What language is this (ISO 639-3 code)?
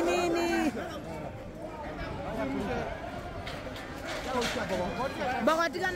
swa